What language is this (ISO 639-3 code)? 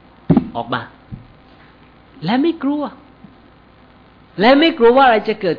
tha